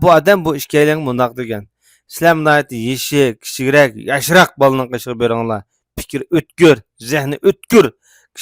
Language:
Uyghur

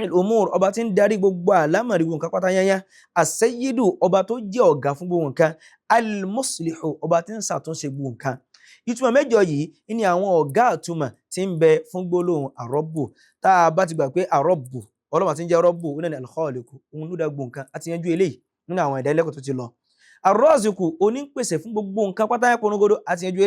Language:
Yoruba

